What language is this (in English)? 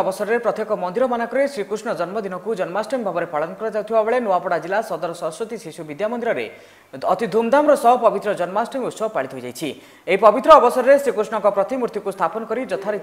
Odia